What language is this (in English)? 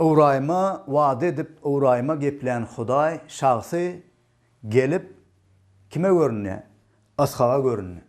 Turkmen